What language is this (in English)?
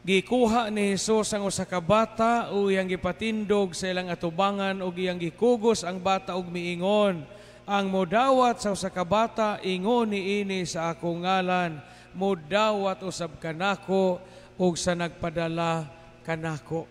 Cebuano